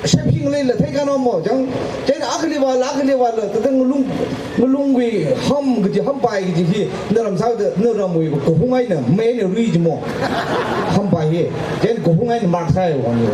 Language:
Tangkhul Naga (India)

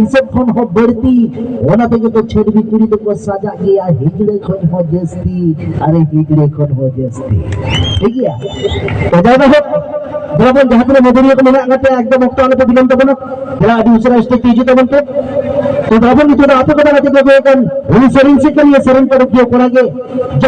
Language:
Santali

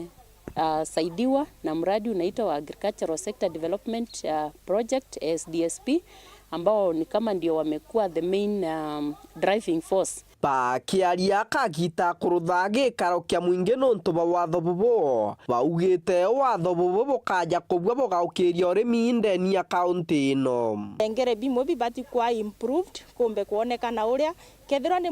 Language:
Meru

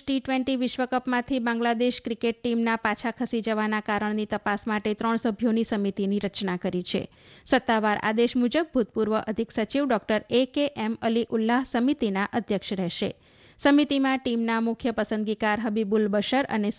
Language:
Gujarati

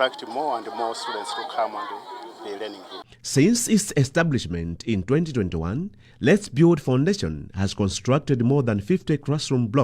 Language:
English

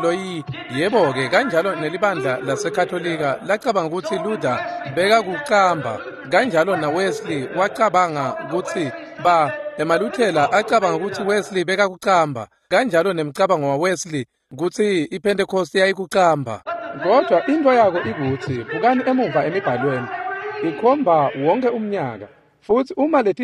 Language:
Swati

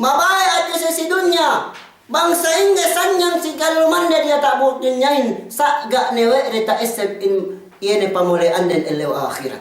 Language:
Yakan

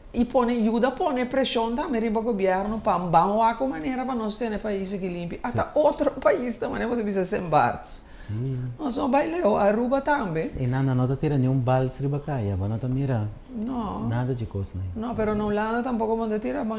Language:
Papiamento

